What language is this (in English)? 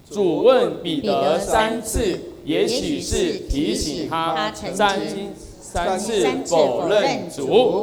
Chinese